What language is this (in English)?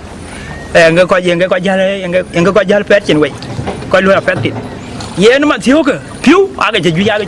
Dinka